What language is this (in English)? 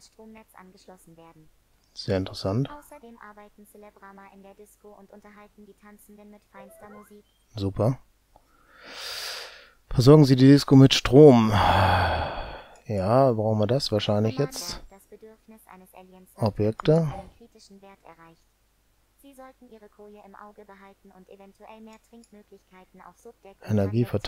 German